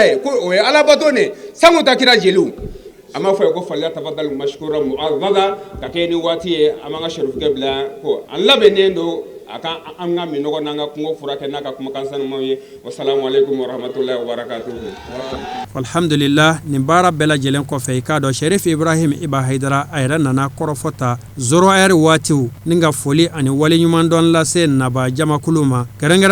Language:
Bambara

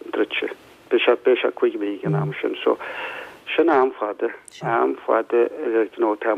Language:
Irish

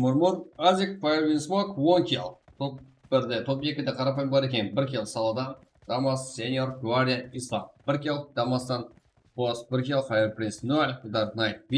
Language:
Kara-Kalpak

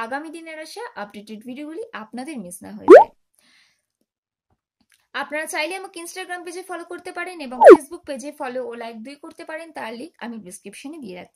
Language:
Bangla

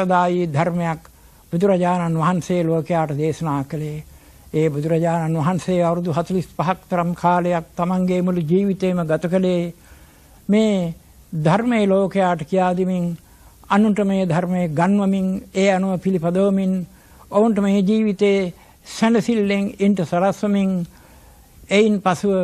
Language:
Sinhala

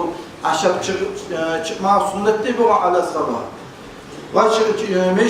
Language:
Kumyk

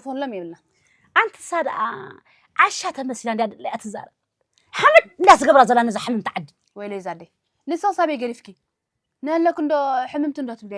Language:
Tigrinya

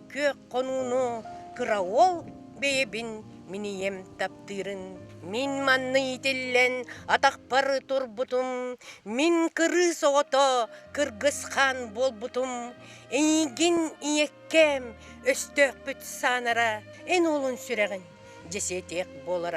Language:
Yakut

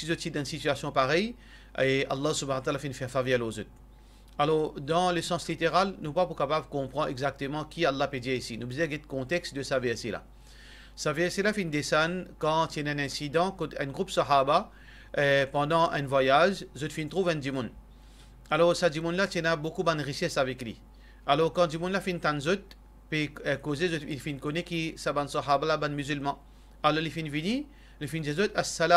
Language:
Morisyen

